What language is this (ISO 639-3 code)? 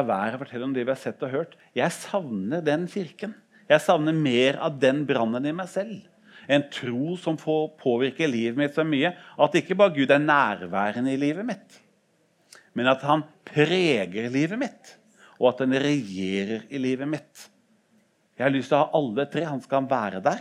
nor